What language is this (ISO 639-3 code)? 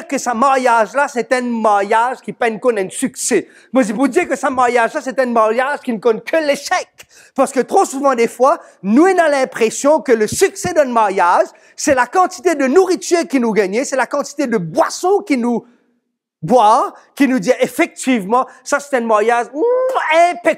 mfe